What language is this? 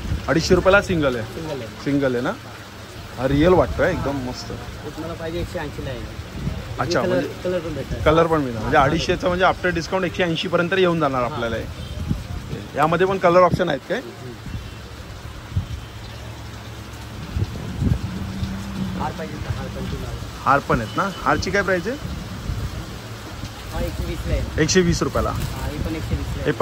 Marathi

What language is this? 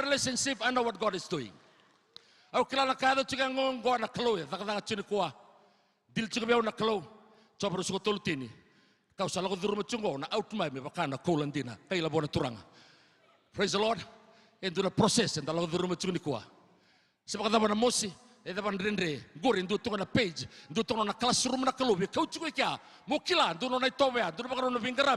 Fijian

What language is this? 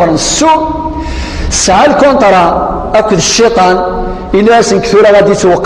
Kabyle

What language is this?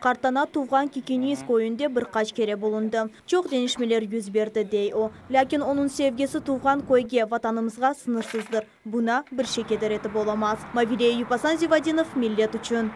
Crimean Tatar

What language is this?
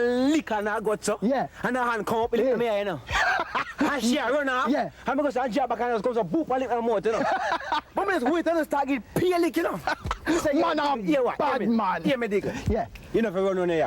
Jamaican Creole English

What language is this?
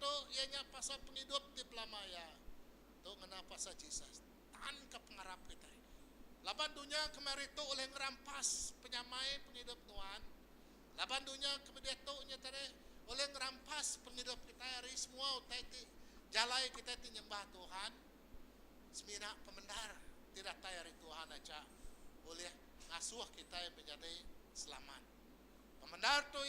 Iban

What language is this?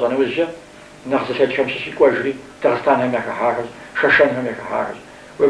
Kabardian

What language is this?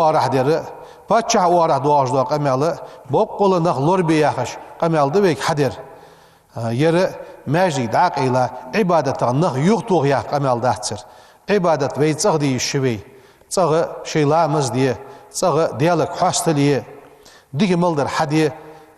Ingush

